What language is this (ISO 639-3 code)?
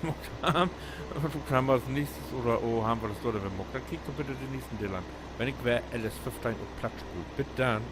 nds